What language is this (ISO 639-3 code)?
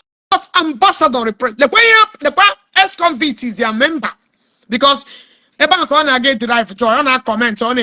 ibo